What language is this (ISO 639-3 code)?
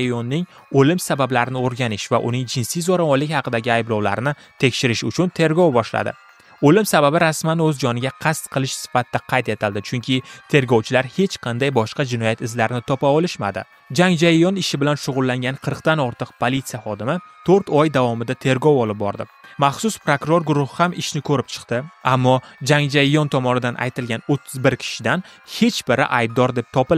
uzb